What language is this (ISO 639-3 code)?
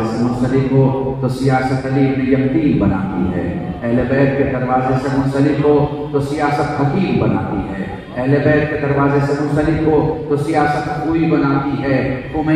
urd